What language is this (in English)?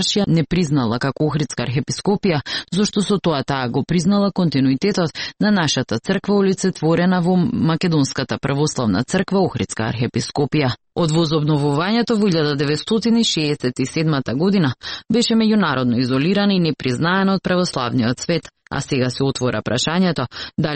Macedonian